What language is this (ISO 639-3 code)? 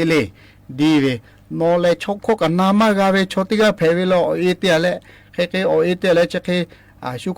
lhu